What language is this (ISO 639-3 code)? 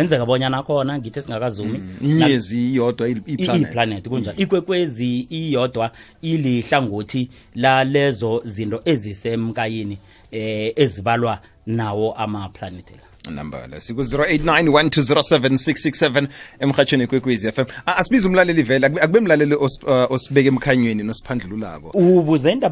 nbl